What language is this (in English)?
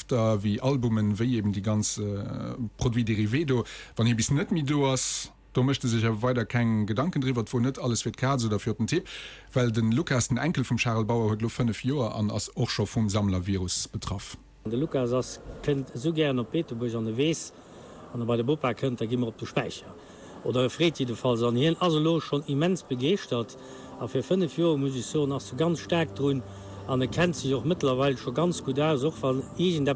Luxembourgish